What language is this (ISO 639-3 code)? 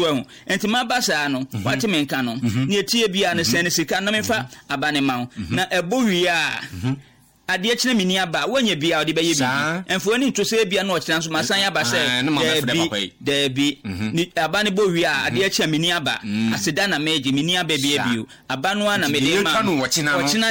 aka